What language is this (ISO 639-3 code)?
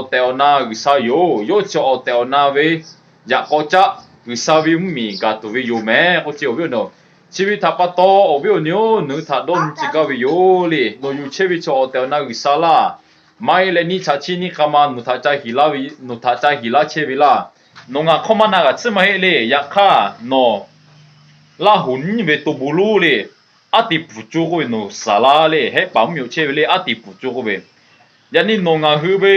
lhu